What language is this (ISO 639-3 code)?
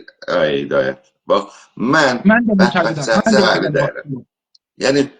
azb